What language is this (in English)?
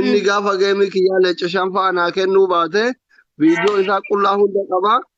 Oromo